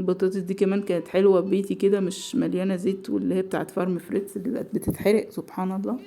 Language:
Egyptian Arabic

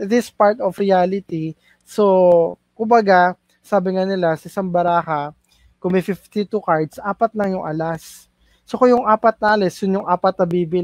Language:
Filipino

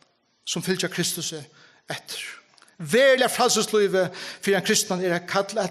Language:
Faroese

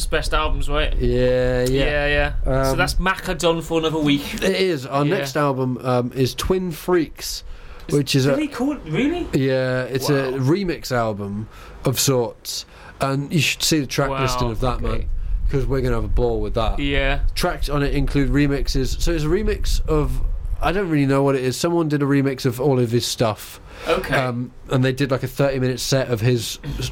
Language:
English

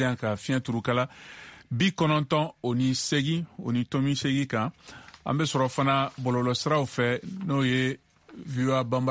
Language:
Bambara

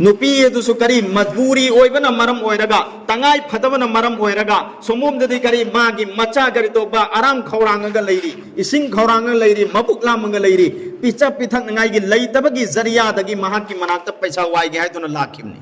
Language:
Manipuri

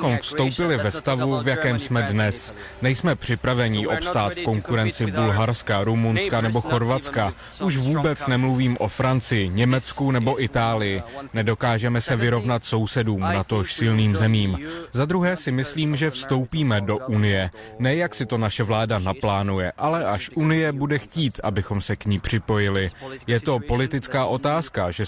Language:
Czech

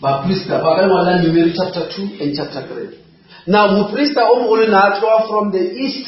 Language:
Northern Sotho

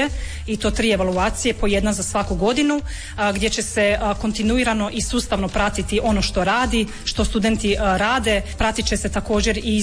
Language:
Croatian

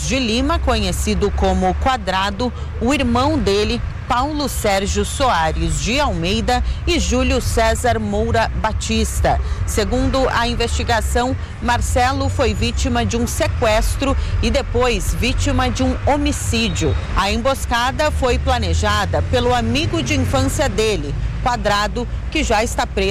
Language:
Portuguese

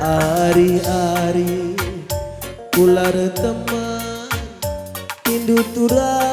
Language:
Batak Karo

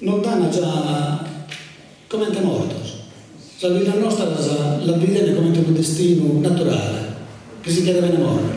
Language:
Sardinian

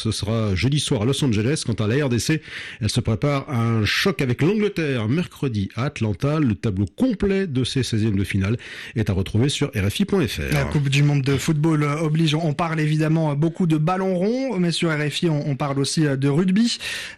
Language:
French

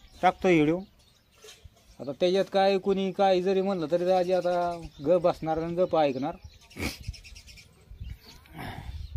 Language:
Marathi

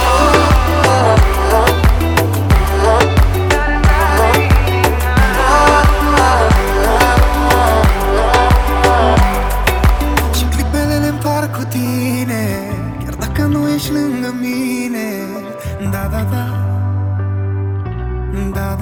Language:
Romanian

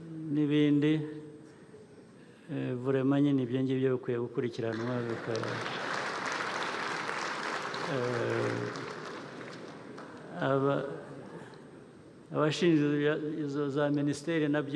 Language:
Kinyarwanda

